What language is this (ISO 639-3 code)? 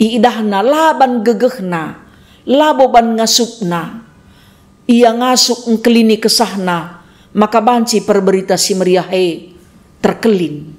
btx